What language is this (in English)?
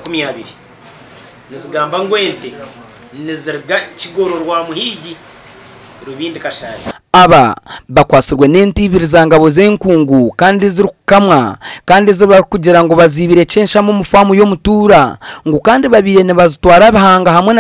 Nyankole